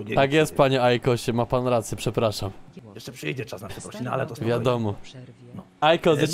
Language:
Polish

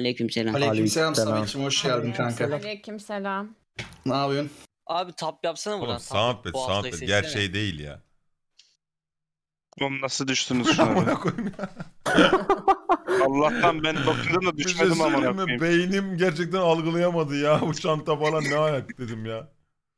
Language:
Turkish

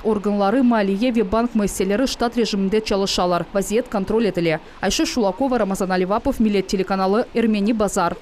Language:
Crimean Tatar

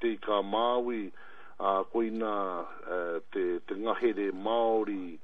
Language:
Māori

